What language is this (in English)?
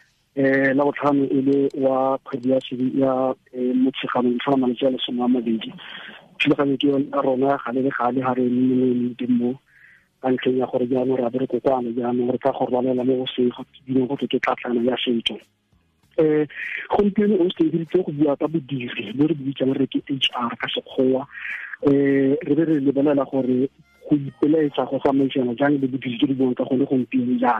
Tswana